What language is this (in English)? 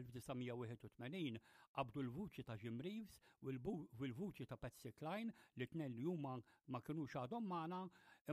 Maltese